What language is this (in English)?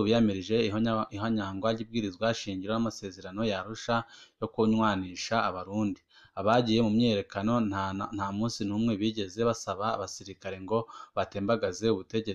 Rundi